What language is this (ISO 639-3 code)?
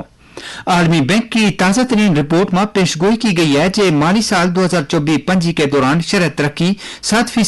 gju